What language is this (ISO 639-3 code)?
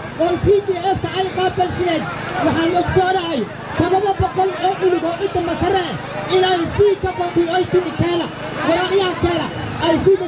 som